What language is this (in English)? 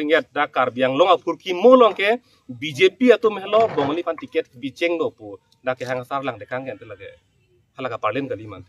Karbi